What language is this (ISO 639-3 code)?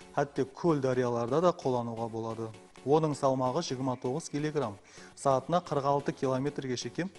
kaa